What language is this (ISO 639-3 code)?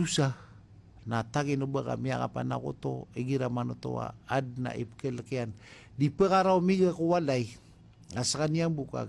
mrw